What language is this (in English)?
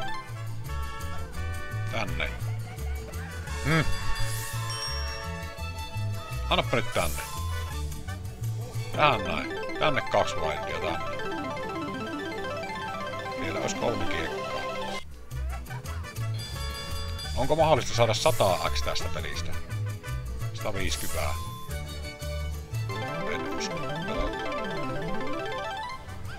Finnish